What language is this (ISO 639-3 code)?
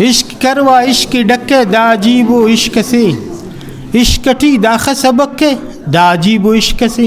brh